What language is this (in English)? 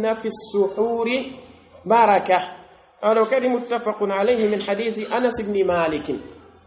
Pular